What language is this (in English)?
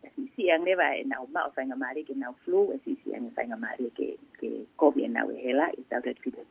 Tongan